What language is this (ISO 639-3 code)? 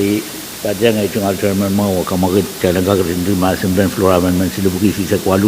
pon